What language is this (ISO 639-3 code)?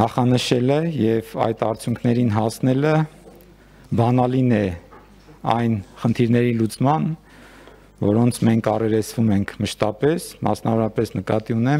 hye